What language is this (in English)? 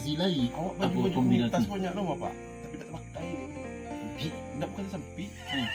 Minangkabau